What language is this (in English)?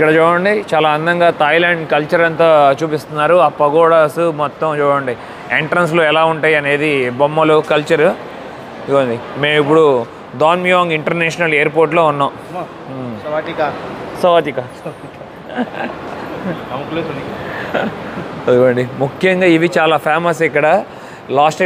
Telugu